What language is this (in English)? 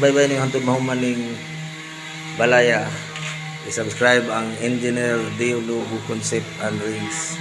Cebuano